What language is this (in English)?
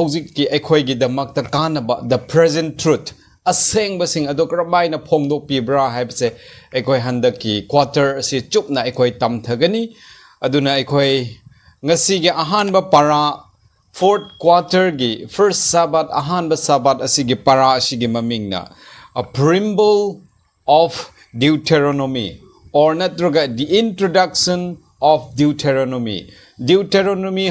Manipuri